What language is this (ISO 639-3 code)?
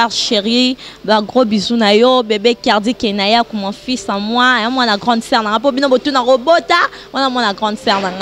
lin